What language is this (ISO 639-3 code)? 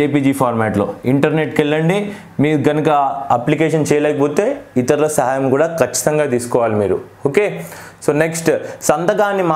tel